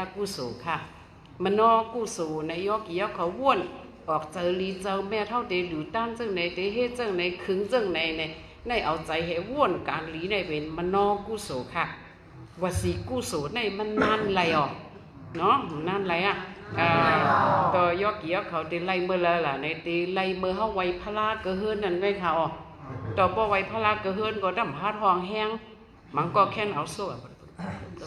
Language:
Shan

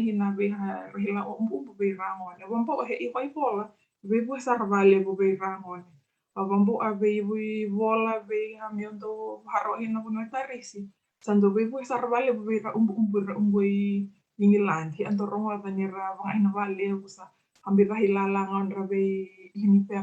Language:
Fijian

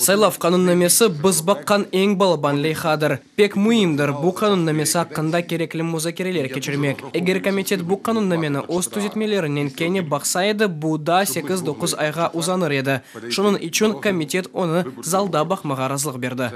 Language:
Crimean Tatar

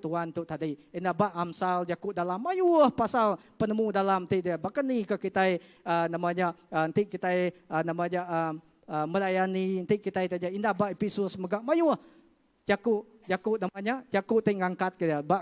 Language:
Iban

